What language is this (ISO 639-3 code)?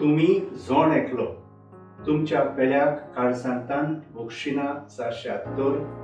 kok